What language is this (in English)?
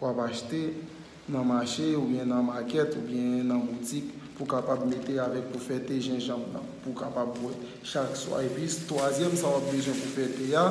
Haitian Creole